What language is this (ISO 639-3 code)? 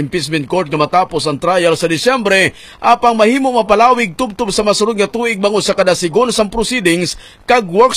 hil